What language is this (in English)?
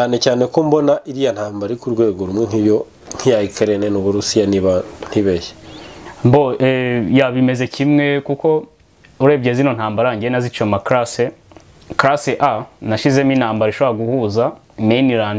Kinyarwanda